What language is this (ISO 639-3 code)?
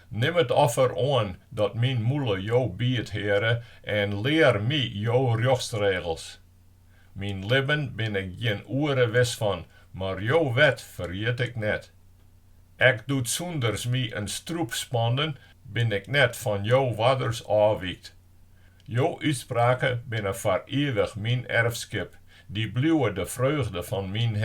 fry